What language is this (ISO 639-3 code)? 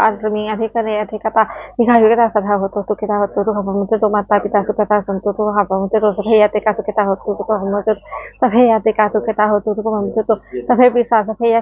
pli